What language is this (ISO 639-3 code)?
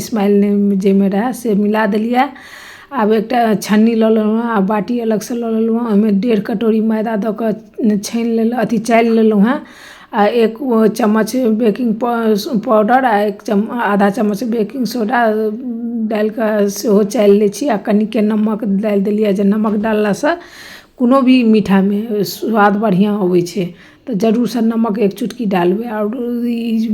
mai